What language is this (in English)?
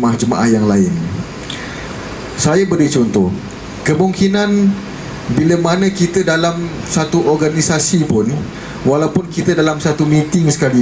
Malay